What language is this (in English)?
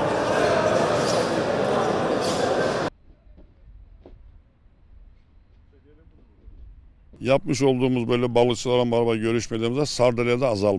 Turkish